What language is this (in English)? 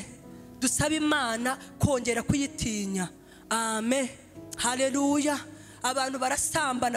Kinyarwanda